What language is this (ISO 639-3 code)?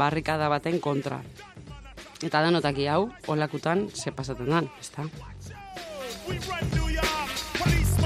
eus